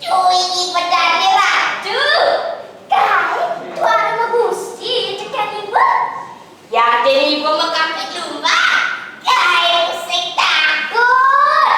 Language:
Balinese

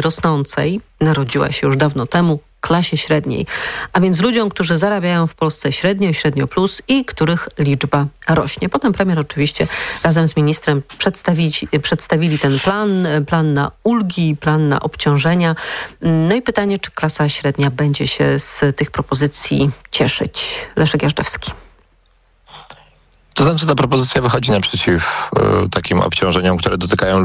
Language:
Polish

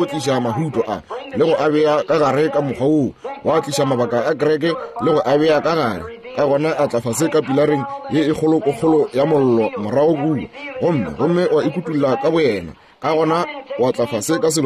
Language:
Northern Sotho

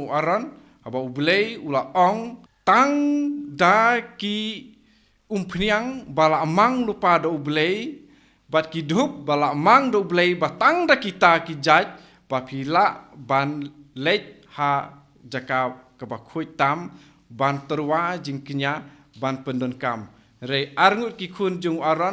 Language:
Khasi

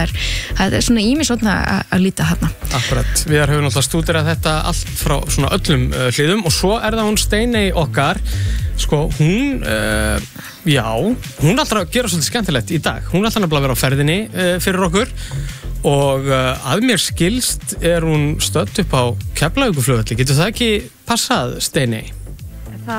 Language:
Icelandic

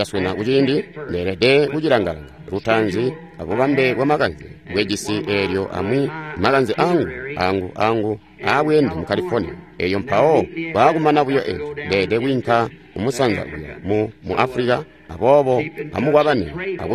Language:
Tonga (Zambia)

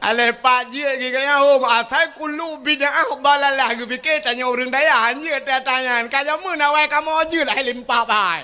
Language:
Achinese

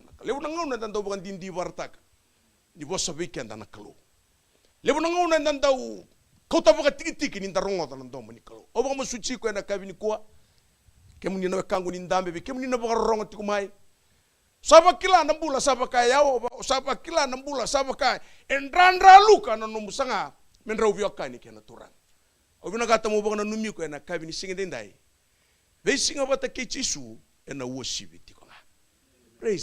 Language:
Fijian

